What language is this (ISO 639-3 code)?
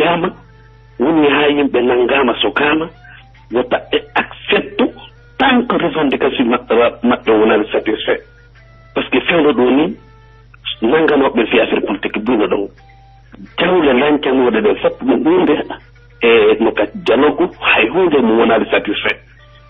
fuf